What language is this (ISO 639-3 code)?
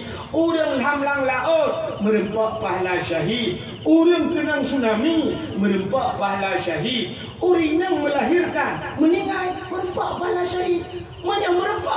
ace